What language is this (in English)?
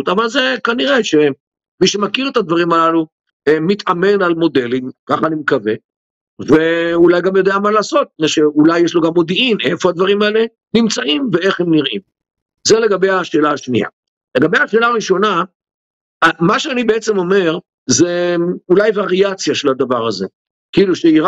Hebrew